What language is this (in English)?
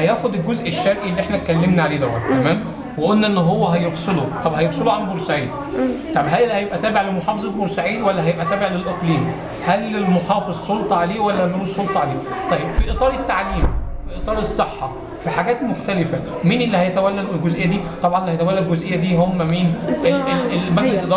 Egyptian Arabic